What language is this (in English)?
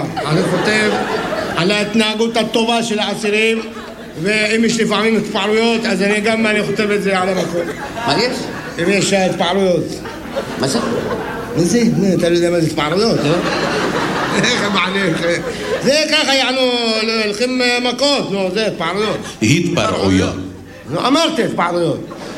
Hebrew